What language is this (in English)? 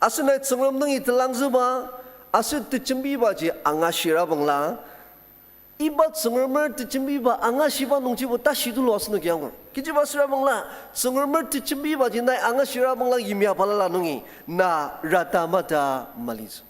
Ao Naga